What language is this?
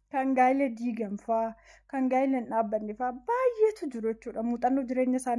Oromo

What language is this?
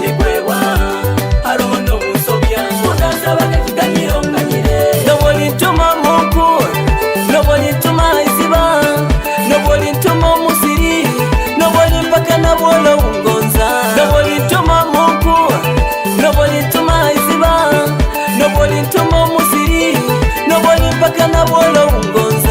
Nyoro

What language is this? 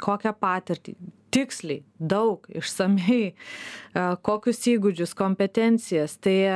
Lithuanian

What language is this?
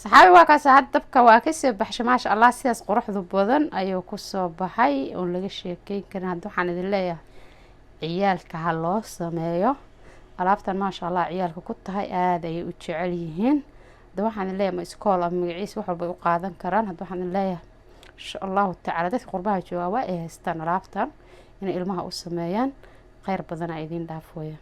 Somali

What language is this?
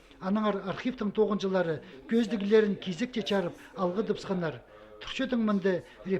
Khakas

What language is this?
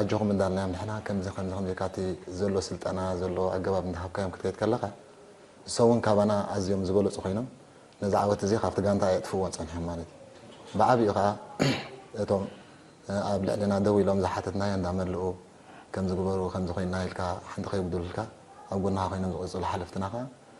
Tigrinya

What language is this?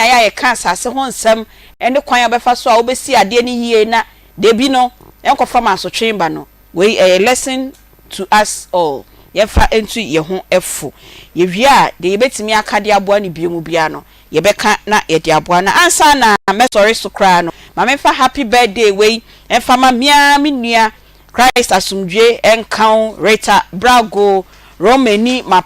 Akan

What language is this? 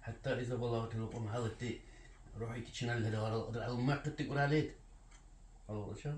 Dargwa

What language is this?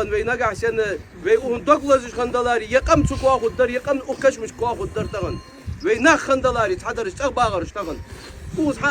Ingush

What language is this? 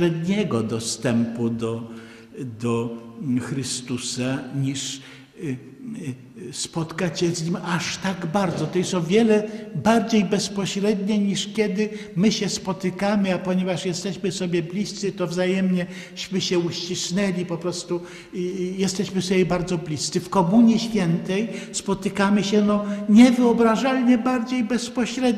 Polish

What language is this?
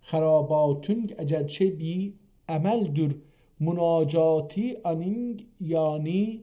South Azerbaijani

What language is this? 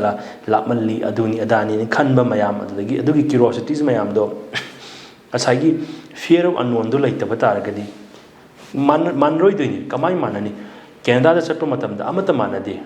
Manipuri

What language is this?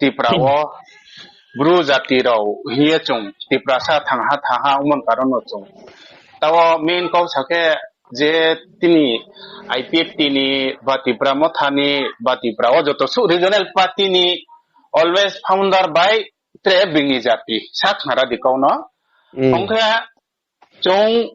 Riang (India)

